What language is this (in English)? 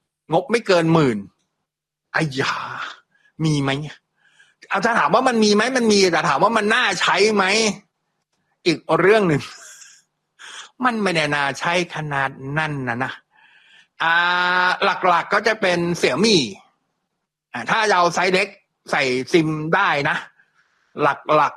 Thai